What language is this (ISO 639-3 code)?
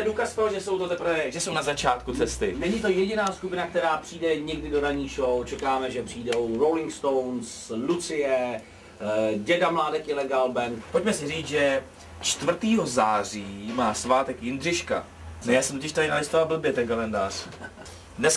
ces